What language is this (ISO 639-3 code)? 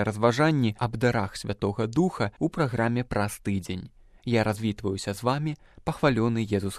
bel